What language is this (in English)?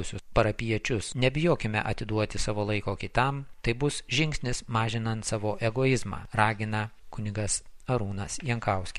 Lithuanian